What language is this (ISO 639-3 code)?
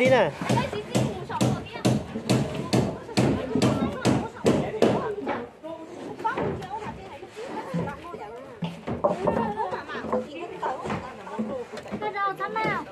vie